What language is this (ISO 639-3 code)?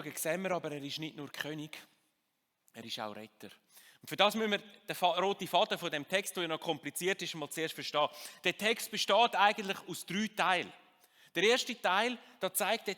gsw